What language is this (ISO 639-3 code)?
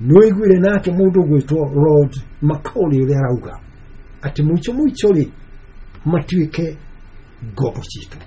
kik